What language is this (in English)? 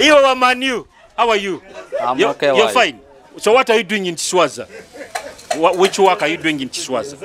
Nyoro